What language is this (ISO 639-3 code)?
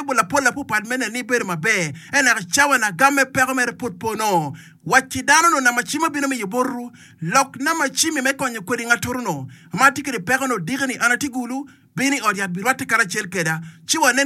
ach